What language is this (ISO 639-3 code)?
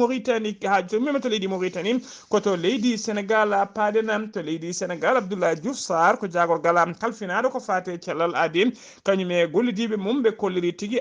ful